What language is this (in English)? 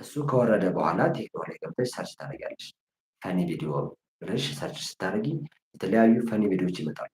Amharic